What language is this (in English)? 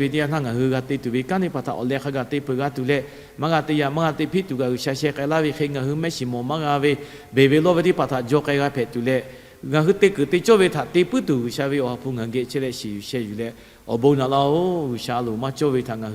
Lahu